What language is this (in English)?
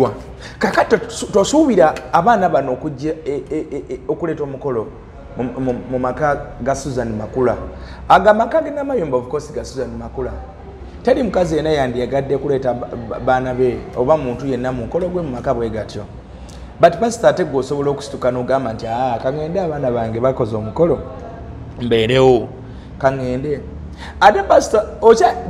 Ganda